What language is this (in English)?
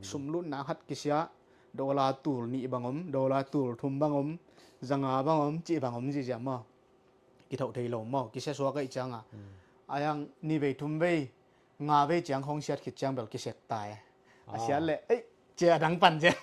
Tedim Chin